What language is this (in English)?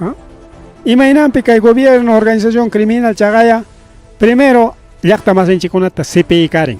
Ayacucho Quechua